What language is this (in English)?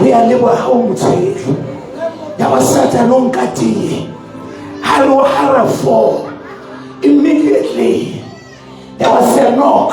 Southern Sotho